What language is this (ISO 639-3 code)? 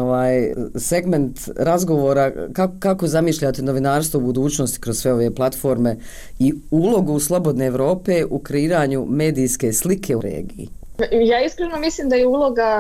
bos